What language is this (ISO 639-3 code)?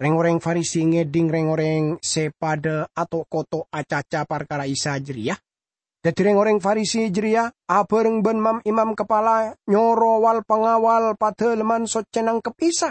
mad